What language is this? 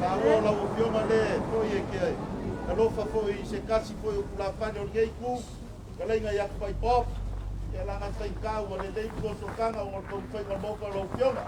Samoan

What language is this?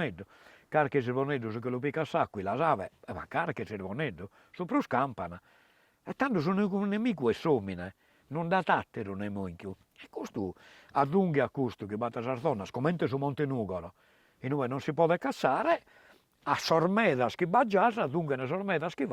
Sardinian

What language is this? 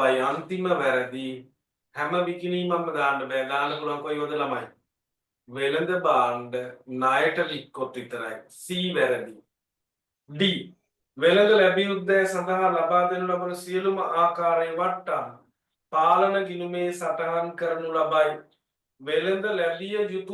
Sinhala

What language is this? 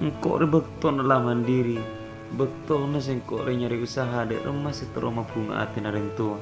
Madurese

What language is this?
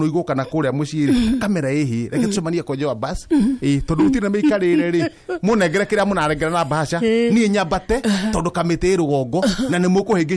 Kikuyu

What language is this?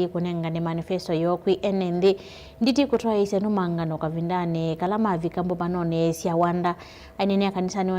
Kamba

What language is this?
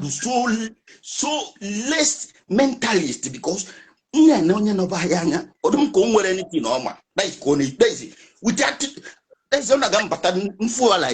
Igbo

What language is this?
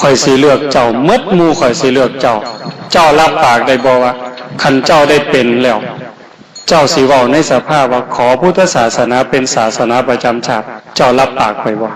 Northeastern Thai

